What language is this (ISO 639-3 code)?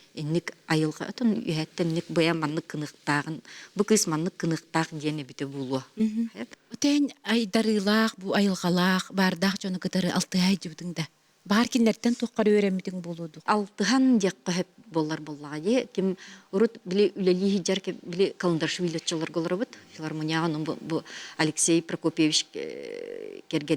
sah